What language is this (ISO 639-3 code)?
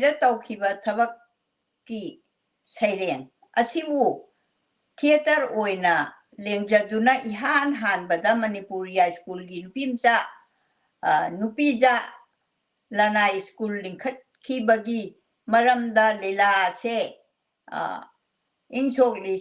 mni